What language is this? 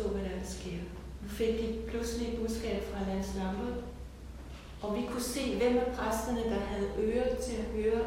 Danish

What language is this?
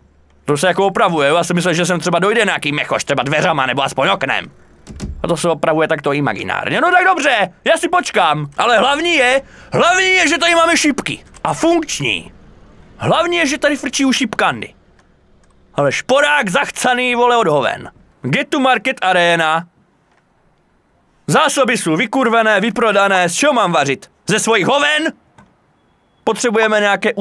Czech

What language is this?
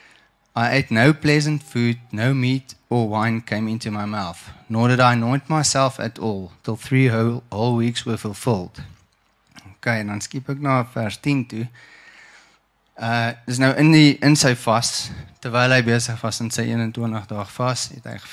Afrikaans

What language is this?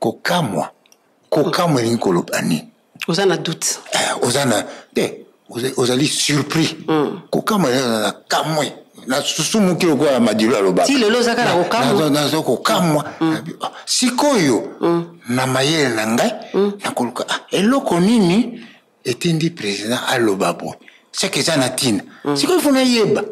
Lingala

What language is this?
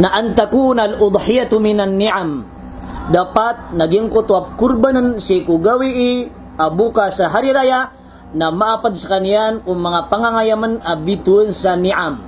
Maranao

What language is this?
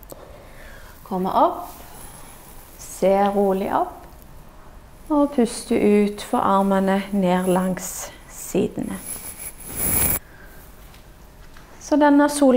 Norwegian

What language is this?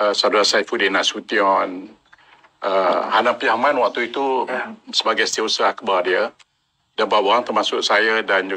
Malay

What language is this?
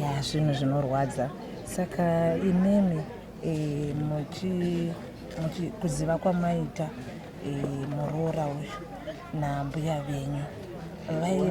Shona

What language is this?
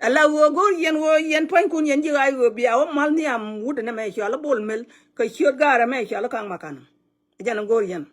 Nuer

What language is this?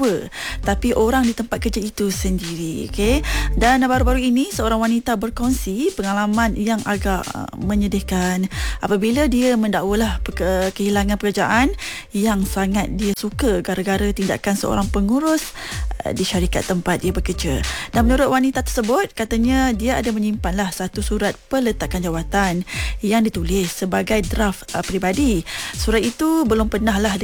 Malay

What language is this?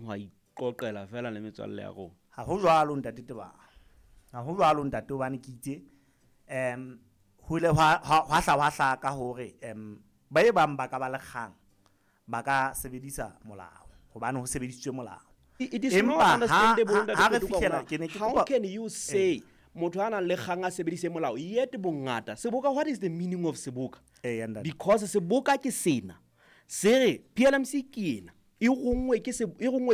Southern Sotho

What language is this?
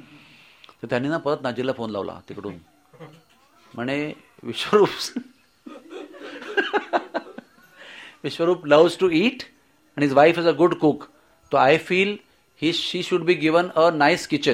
Marathi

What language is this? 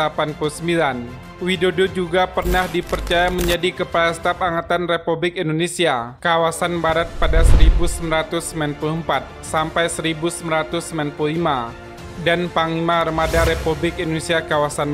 Indonesian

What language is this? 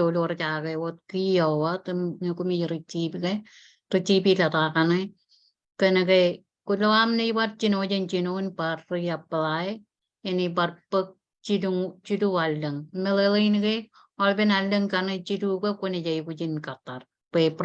Marshallese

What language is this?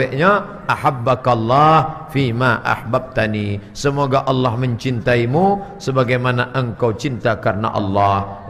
Minangkabau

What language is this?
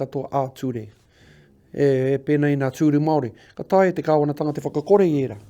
Māori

